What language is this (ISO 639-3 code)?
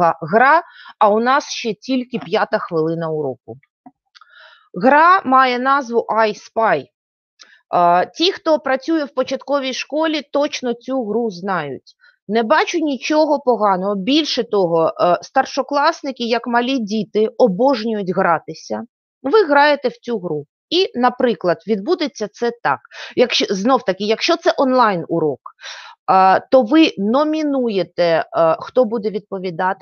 ukr